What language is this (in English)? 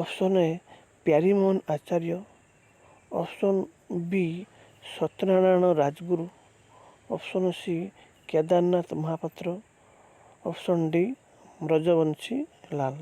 Odia